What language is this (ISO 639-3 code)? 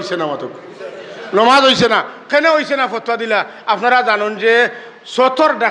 syl